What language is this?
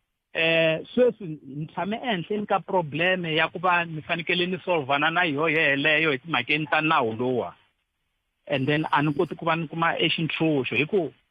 Tsonga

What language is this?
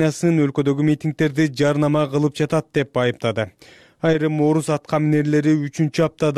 Kyrgyz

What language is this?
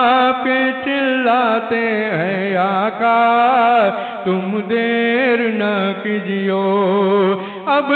Urdu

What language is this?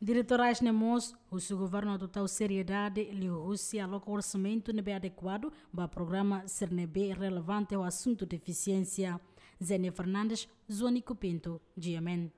Tetum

